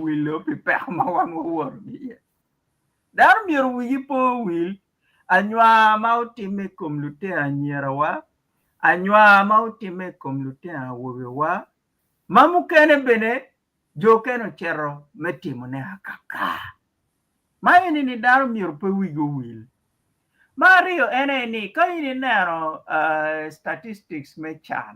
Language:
Acoli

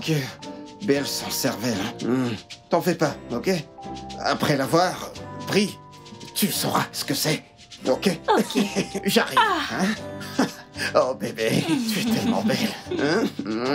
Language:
French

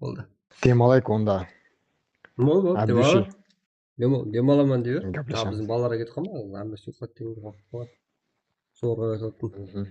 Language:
Kara-Kalpak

